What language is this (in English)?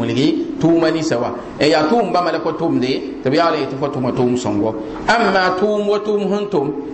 Mossi